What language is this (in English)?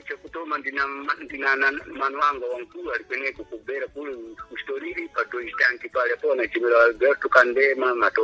Sena